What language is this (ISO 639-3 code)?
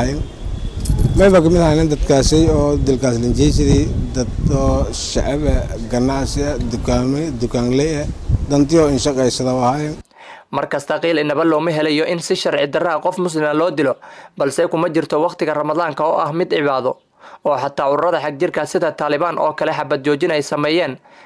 som